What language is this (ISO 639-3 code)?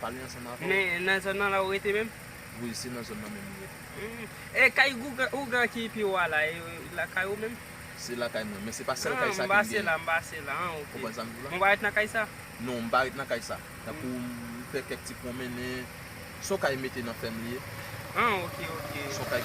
hat